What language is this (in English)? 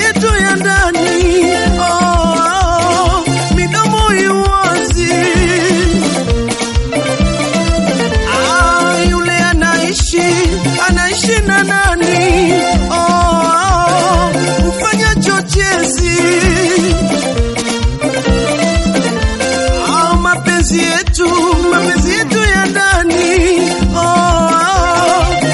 Swahili